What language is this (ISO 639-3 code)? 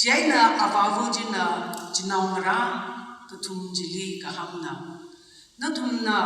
nmf